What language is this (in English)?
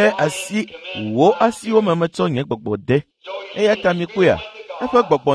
Ewe